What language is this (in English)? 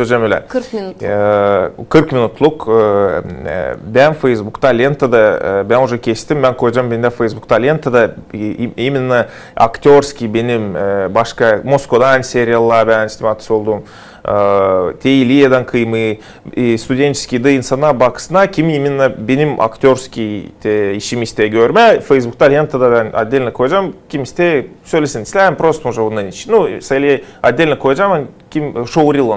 Gagauz